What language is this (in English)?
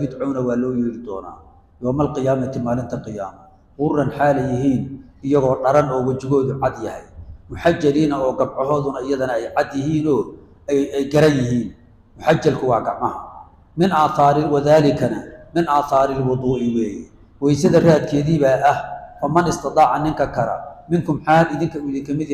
Somali